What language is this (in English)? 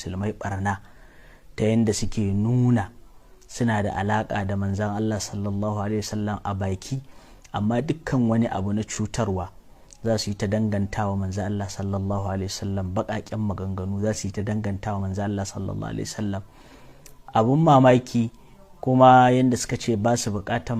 Hausa